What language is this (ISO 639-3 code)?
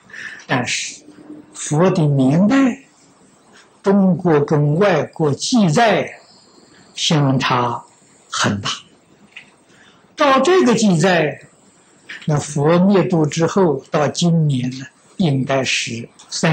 zho